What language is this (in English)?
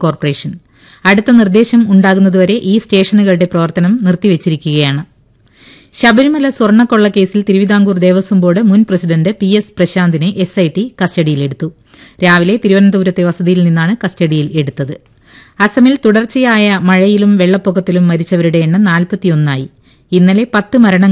Malayalam